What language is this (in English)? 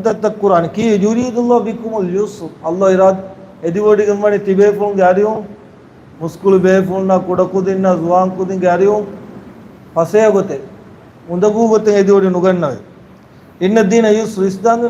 Divehi